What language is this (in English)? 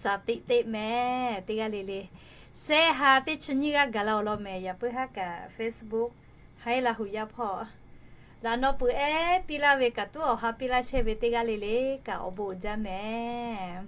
Lahu